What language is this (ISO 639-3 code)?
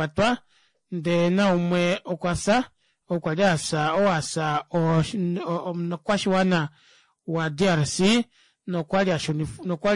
kua